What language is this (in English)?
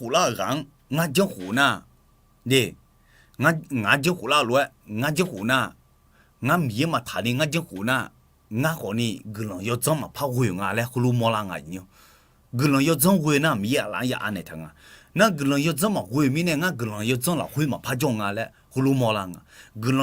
Akha